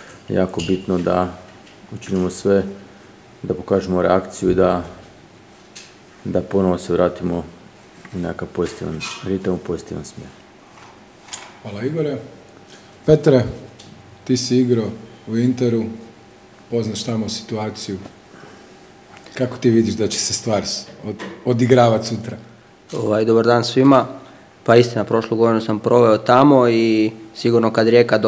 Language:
Croatian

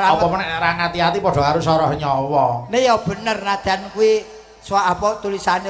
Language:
Javanese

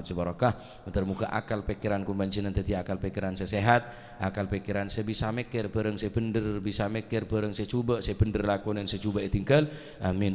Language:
Madurese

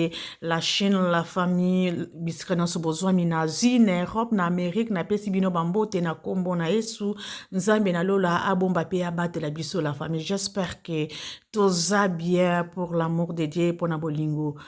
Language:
Lingala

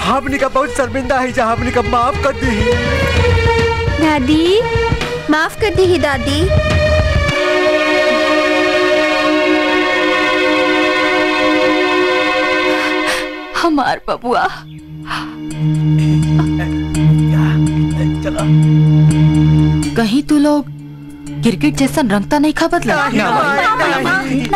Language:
Bhojpuri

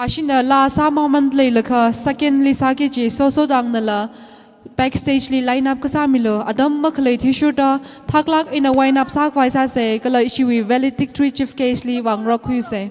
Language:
Tangkhul Naga (India)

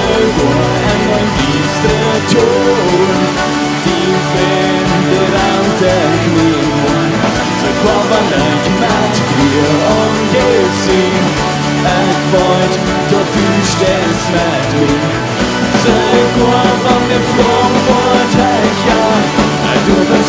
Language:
Plautdietsch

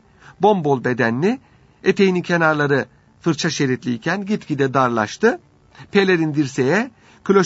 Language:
Turkish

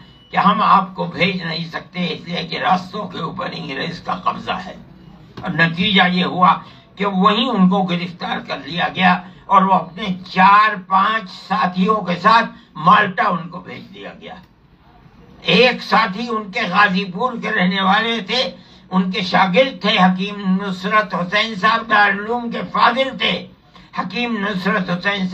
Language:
Urdu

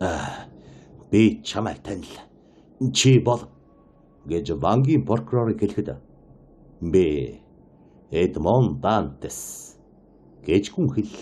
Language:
Mongolian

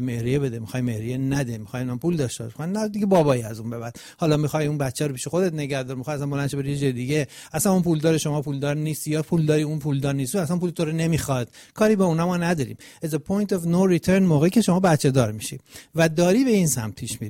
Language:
Persian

